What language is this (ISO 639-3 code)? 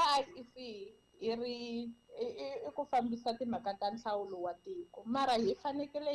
tso